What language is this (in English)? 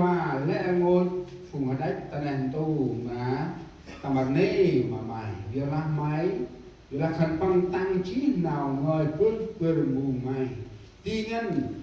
Central Mnong